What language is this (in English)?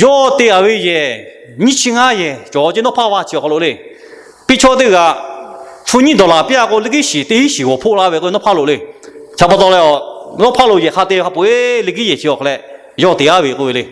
Lahu